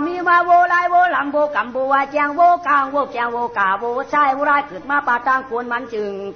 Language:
Shan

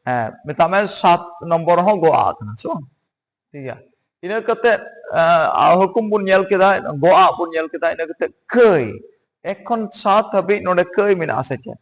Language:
Santali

